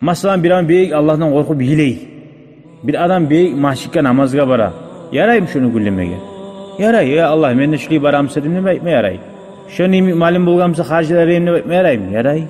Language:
Kumyk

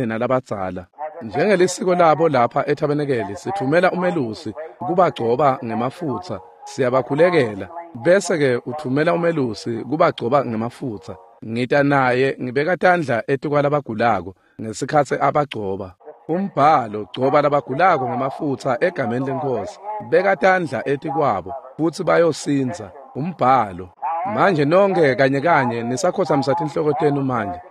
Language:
Swati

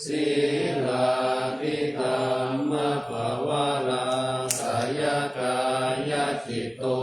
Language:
Pali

